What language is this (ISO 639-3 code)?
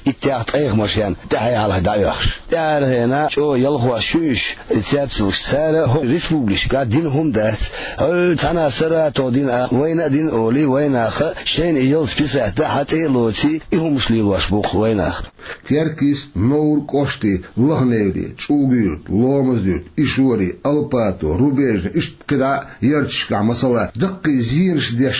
che